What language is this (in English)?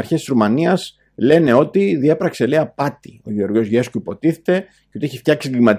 Greek